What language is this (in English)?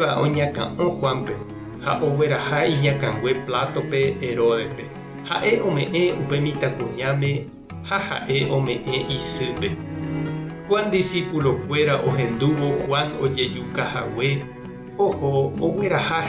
Guarani